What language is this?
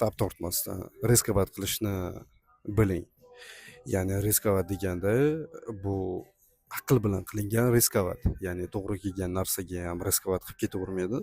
Uzbek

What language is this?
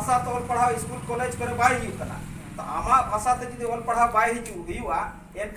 Santali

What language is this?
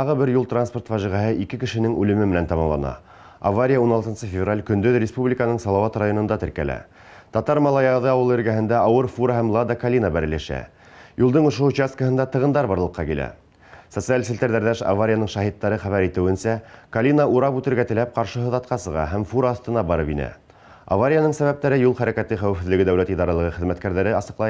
Bashkir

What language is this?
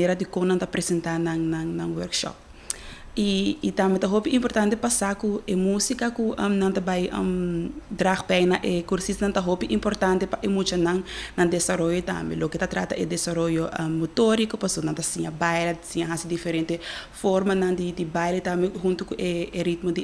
Papiamento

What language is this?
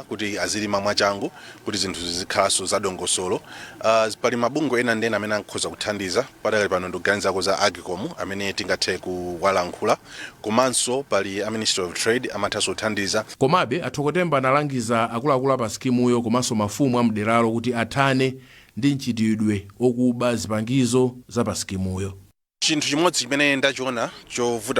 Nyanja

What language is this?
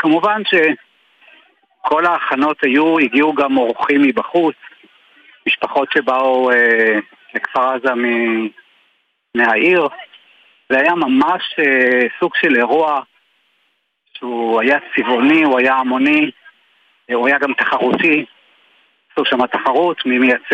Hebrew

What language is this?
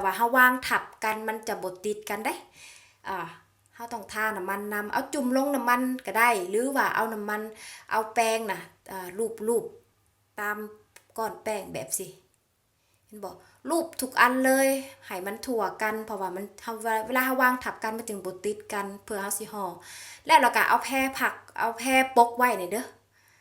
Lao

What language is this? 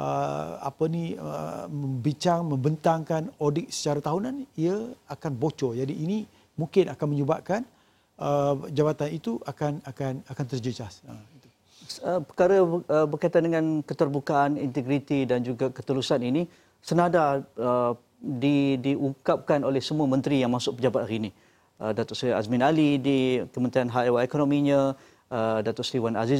Malay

